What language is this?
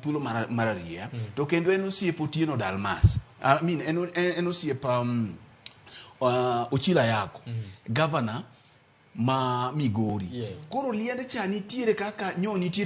Luo (Kenya and Tanzania)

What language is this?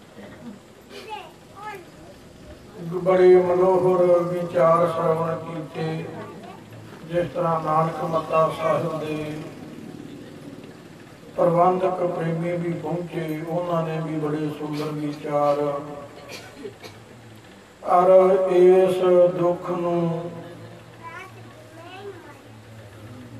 Punjabi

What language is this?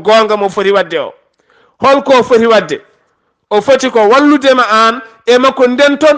Fula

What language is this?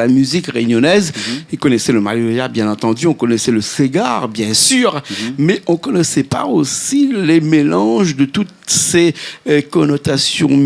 Réunion Creole French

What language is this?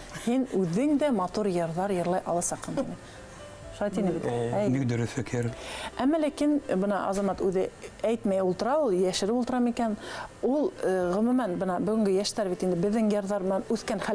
Bashkir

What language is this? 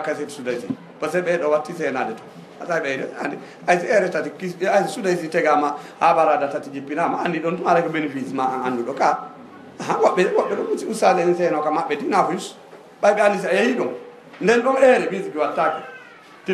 Fula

